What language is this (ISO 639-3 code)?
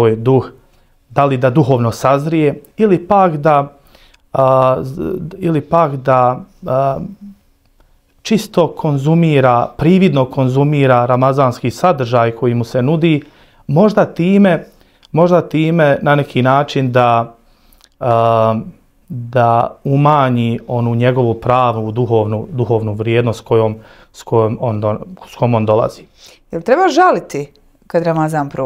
bos